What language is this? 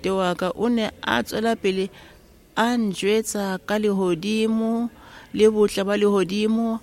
Tswana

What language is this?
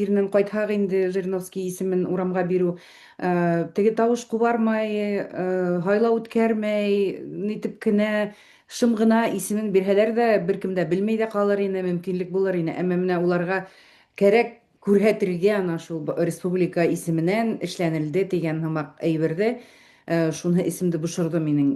Bashkir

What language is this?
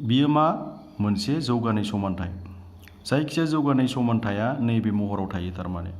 Bodo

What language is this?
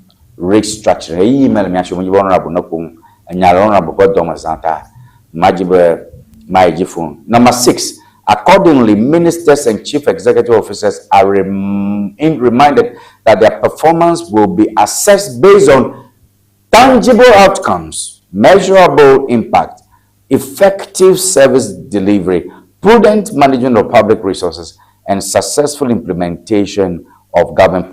Ewe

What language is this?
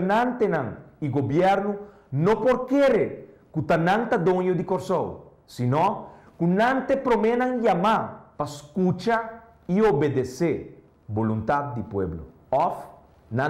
Papiamento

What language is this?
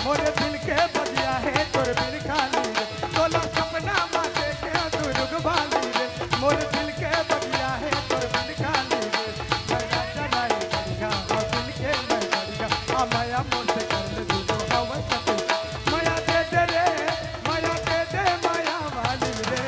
Chhattisgarhi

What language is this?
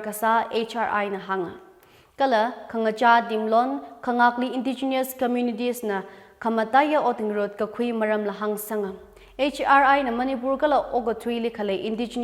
Tangkhul Naga (India)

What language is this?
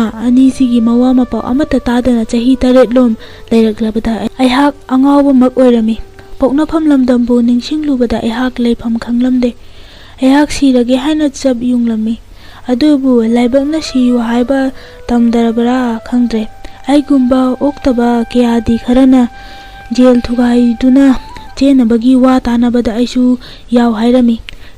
Manipuri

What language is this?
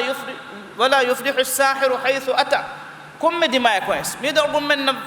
Divehi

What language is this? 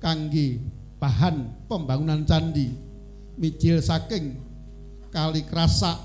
Javanese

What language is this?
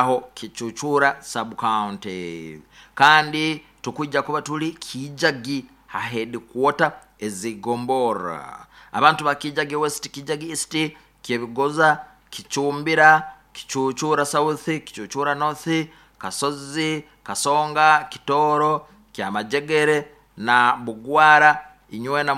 Nyoro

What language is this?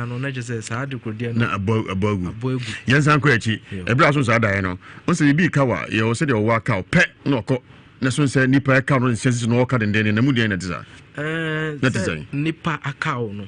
Akan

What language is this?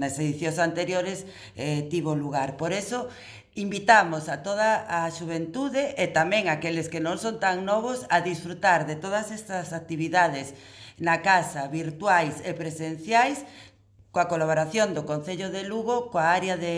Galician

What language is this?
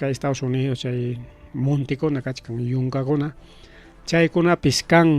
Ayacucho Quechua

